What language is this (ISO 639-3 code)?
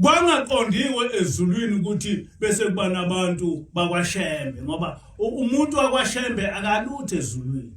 zul